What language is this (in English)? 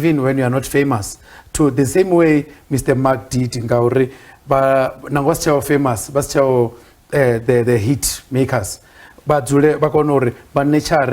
Venda